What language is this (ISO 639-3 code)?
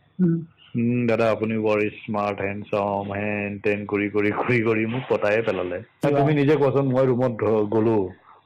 asm